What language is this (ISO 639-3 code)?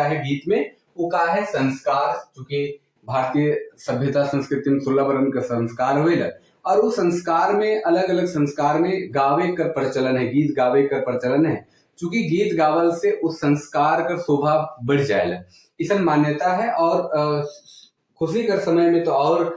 sck